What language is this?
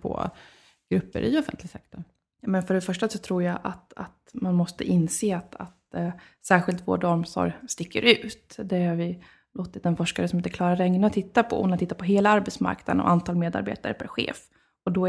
Swedish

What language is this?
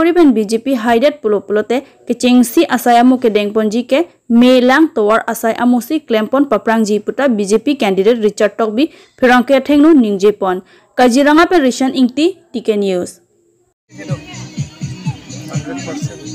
Karbi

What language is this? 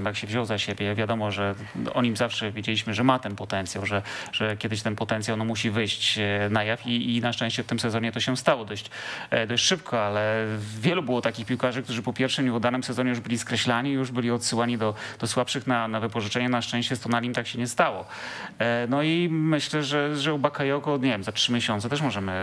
Polish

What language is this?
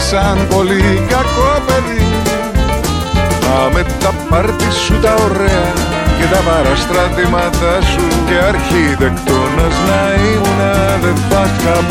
Greek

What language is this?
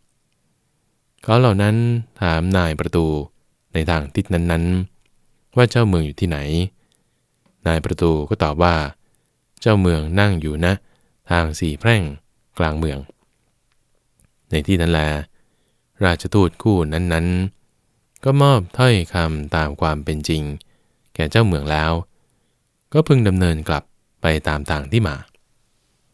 Thai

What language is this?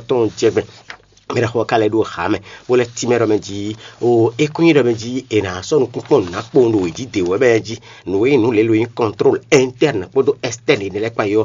Fon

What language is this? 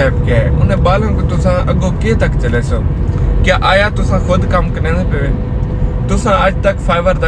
Saraiki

